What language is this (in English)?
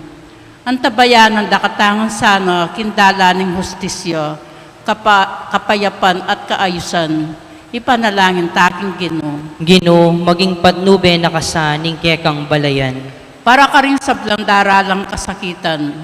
Pampanga